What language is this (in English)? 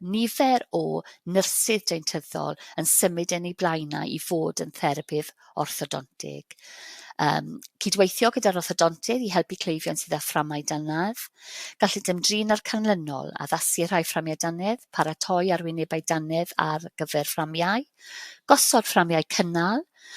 Welsh